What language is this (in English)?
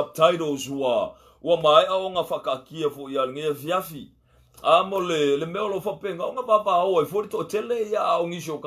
Samoan